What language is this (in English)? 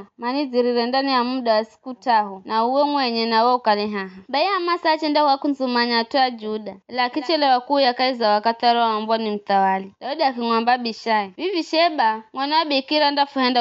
Giryama